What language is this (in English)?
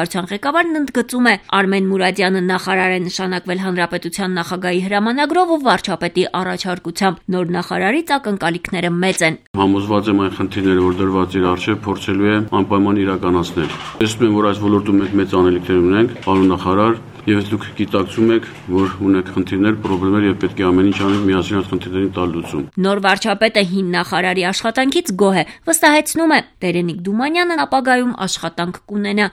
Armenian